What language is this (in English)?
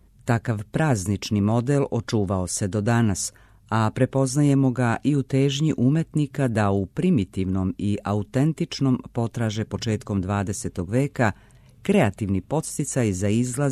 Serbian